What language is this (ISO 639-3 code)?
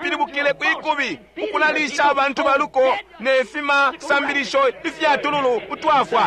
bem